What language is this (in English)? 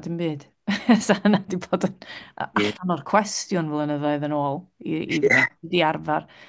Welsh